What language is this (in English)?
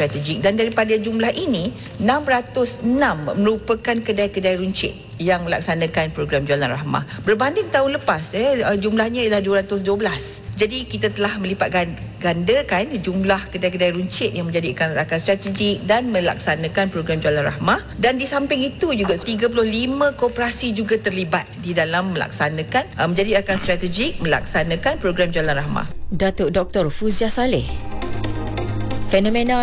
Malay